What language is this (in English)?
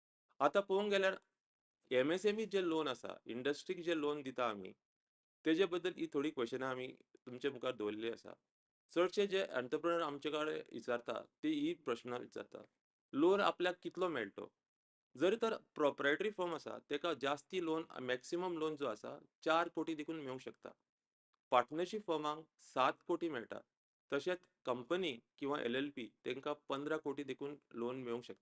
Konkani